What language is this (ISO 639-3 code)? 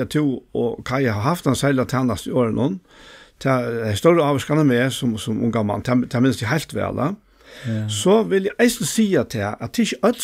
fao